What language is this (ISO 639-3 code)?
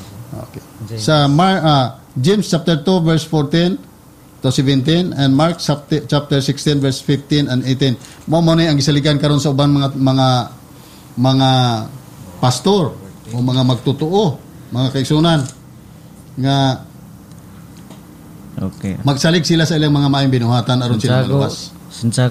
ceb